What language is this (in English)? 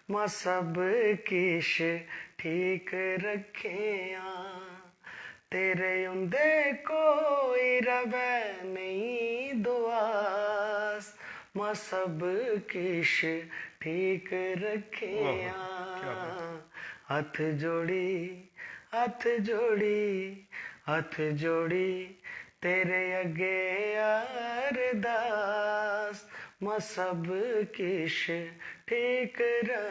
Dogri